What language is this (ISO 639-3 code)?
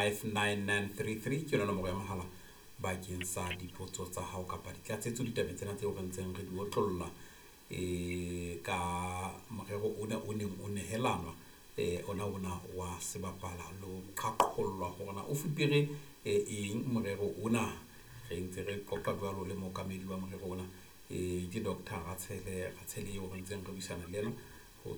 sot